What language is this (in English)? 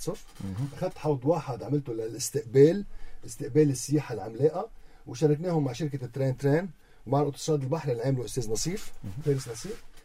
North Levantine Arabic